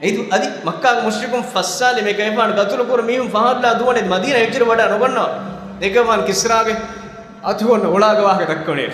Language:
Divehi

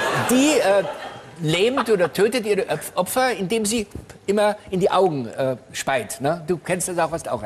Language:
German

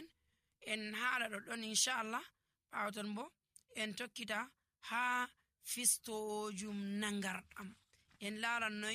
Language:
Nigerian Fulfulde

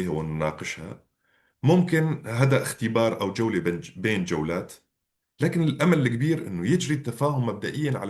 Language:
North Levantine Arabic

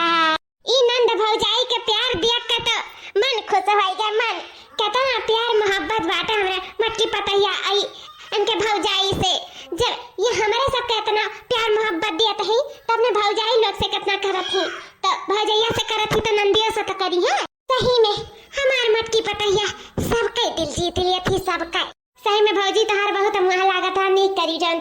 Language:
Awadhi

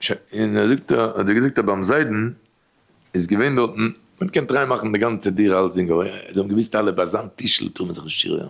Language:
Yiddish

